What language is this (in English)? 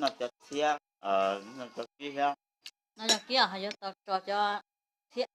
Hmong